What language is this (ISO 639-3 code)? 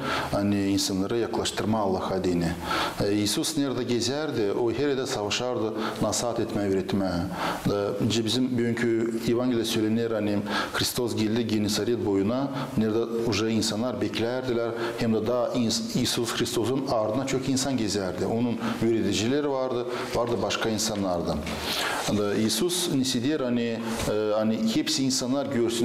gag